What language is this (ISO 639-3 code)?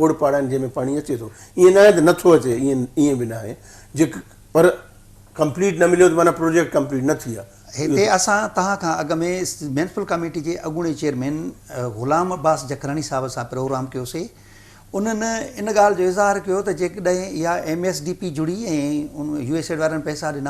snd